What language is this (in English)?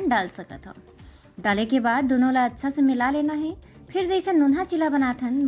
Chhattisgarhi